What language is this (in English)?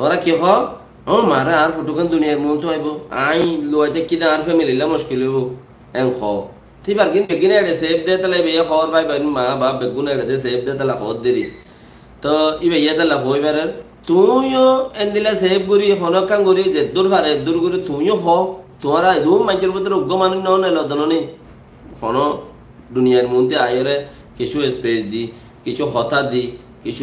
Rohingya